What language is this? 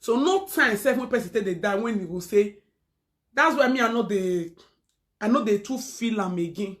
Nigerian Pidgin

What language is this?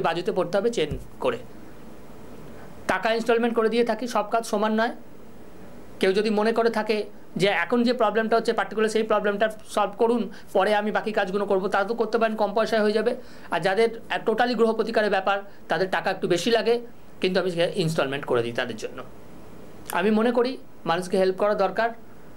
Bangla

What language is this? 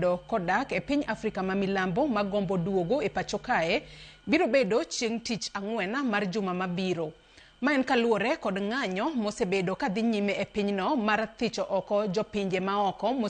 Luo (Kenya and Tanzania)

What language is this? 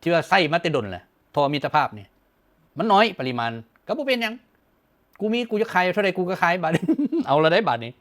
Lao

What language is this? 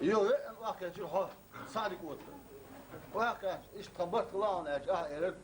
Chechen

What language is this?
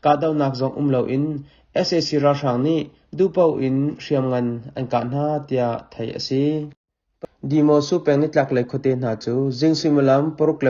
Hakha Chin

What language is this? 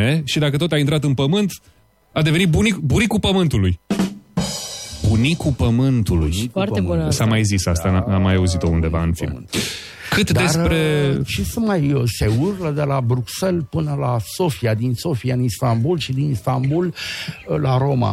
Romanian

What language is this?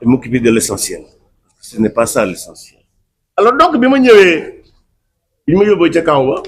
Wolof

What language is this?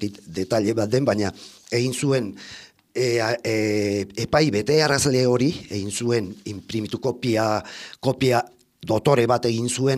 Basque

